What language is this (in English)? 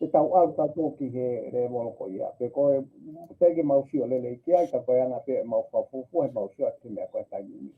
Tongan